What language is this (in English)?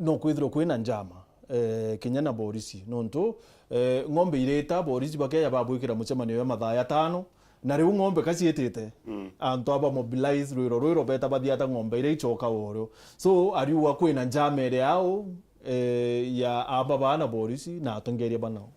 Meru